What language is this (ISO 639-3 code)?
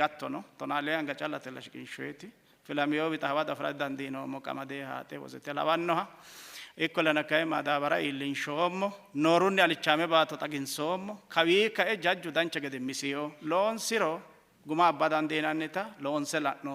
sid